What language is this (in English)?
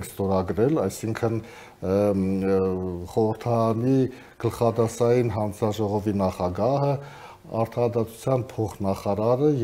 Armenian